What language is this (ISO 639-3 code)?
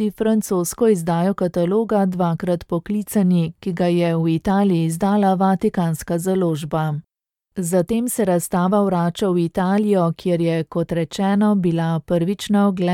slv